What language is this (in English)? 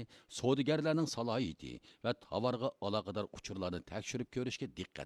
Uyghur